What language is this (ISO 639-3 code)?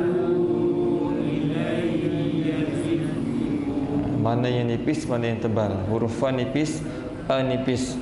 msa